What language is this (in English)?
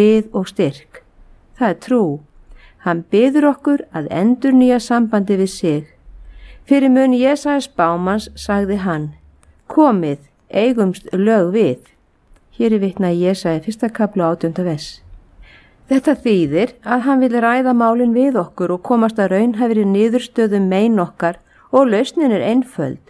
Icelandic